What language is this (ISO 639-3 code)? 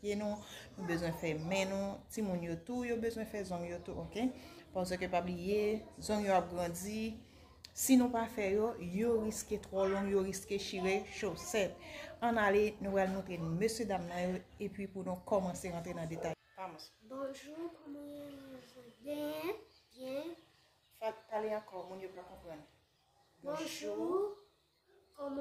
hat